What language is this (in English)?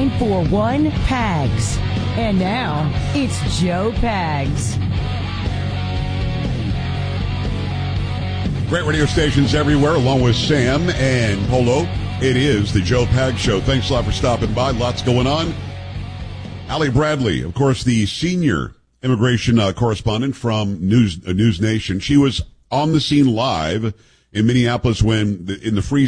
English